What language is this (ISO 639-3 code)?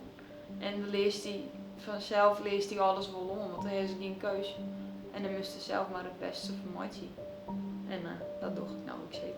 fry